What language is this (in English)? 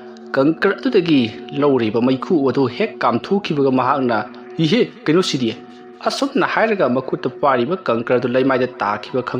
Manipuri